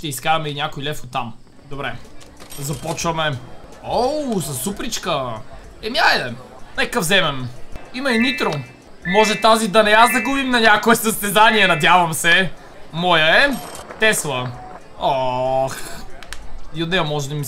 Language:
Bulgarian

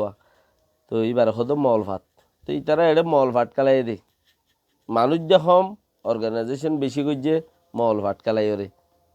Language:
Rohingya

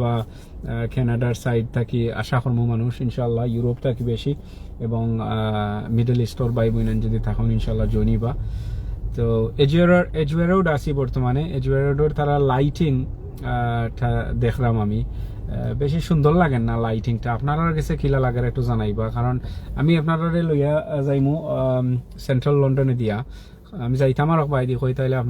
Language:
Sylheti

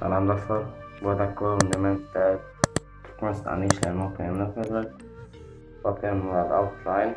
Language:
Turkmen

